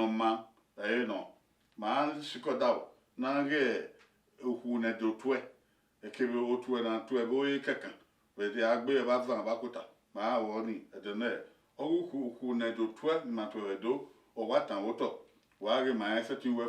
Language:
Bini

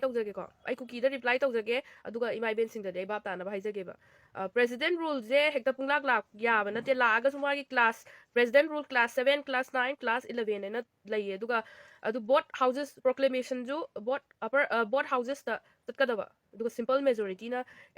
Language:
Manipuri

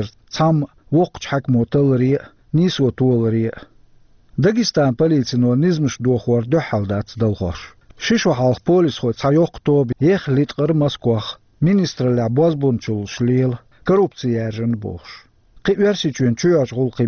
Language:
Chechen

